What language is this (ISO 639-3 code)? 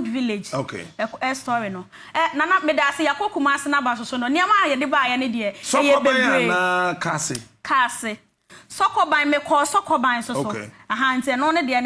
aka